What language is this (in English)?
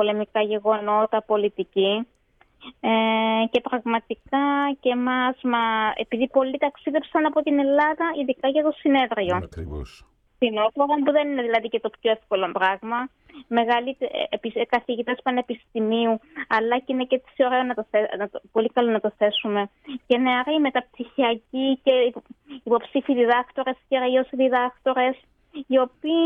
Greek